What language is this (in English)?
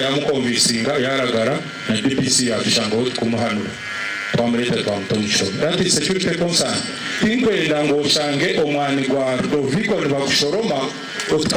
Nyankole